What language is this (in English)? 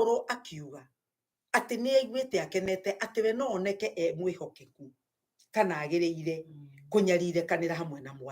Kikuyu